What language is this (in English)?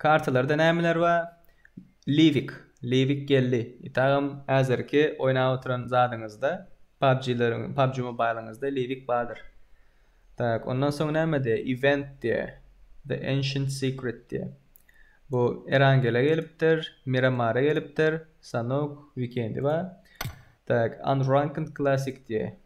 Turkmen